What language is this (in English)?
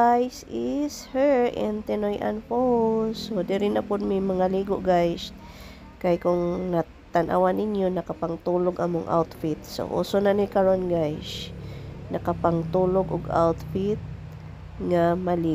Cebuano